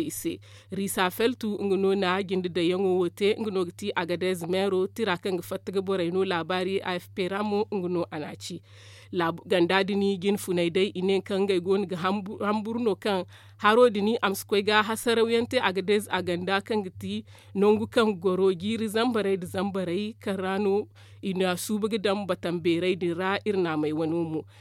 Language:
Zarma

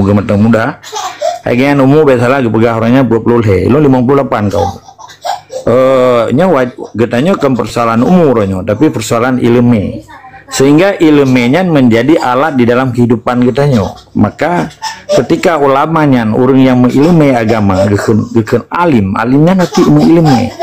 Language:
Achinese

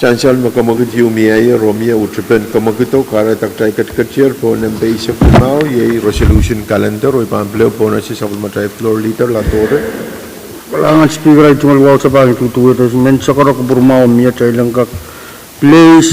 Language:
Pohnpeian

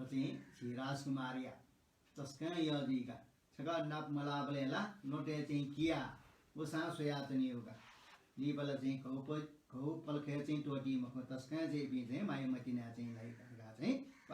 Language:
Newari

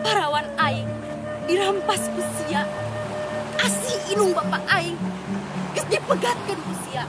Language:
Sundanese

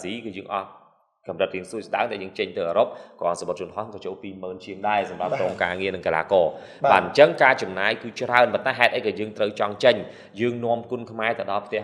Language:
Khmer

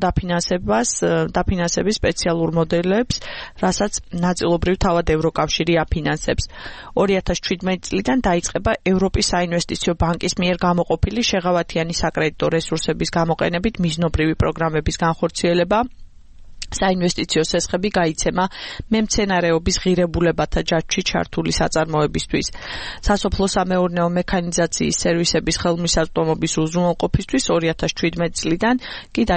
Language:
Georgian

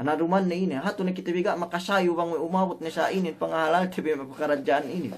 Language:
Yakan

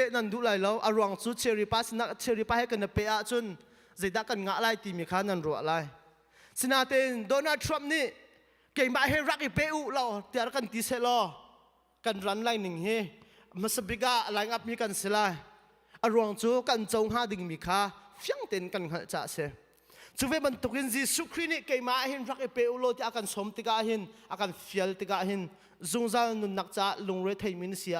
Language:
Hakha Chin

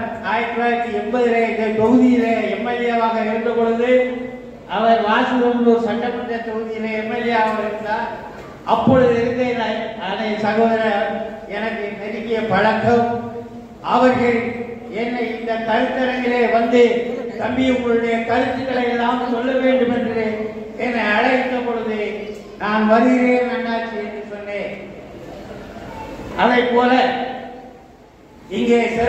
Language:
Tamil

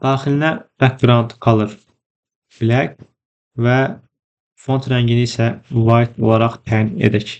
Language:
Azerbaijani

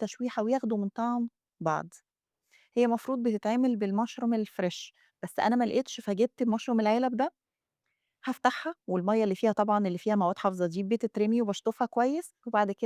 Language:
Egyptian Arabic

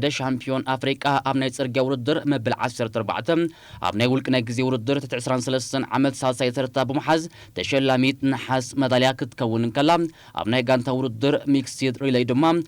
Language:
Tigrinya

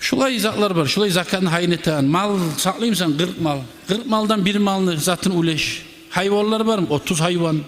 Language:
Kumyk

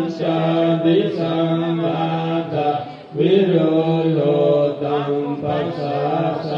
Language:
Pali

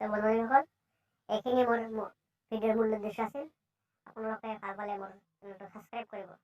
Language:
Assamese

